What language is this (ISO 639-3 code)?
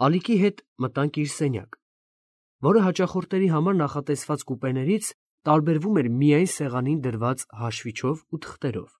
hye